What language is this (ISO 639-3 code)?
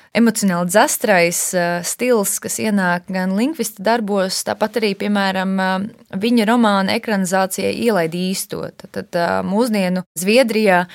lav